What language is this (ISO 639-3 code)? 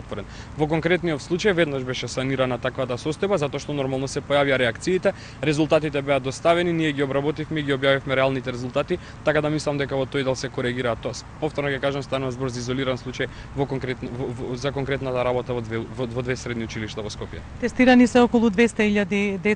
mkd